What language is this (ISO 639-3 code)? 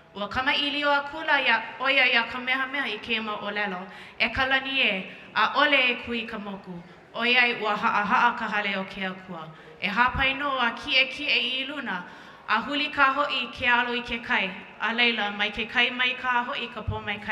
haw